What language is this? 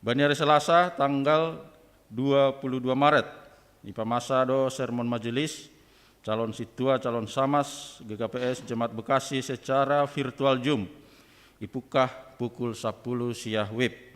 Batak Simalungun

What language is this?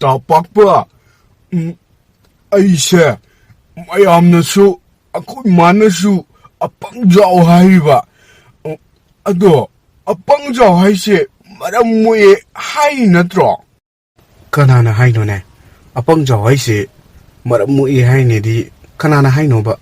Manipuri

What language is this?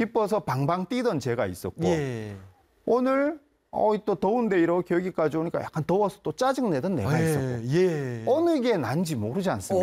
Korean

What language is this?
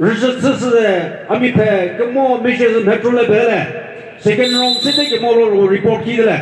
Chokri Naga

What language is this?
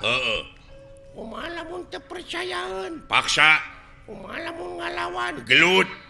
Sundanese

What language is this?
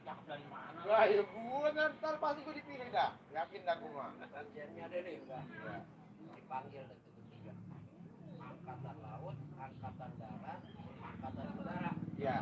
Betawi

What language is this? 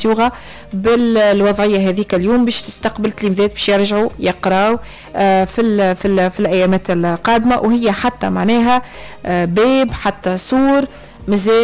Tunisian Arabic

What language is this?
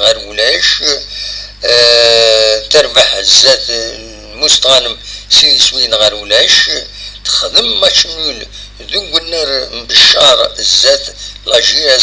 Kabyle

